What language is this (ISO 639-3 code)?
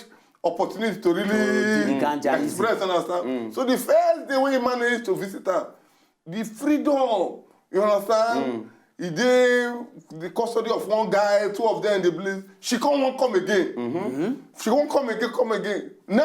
pcm